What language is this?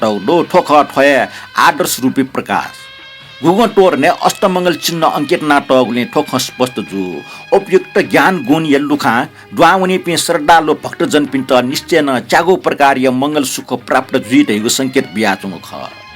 Newari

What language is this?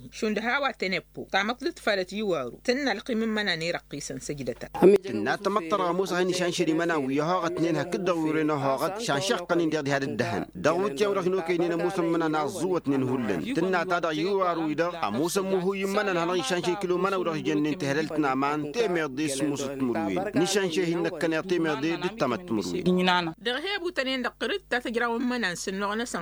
Tamasheq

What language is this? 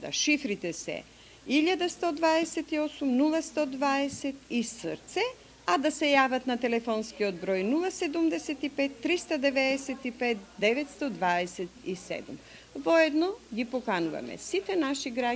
Macedonian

